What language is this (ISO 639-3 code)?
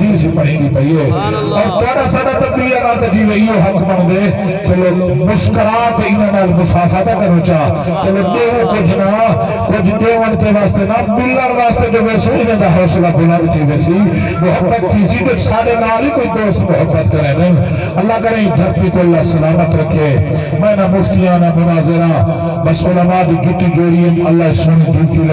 skr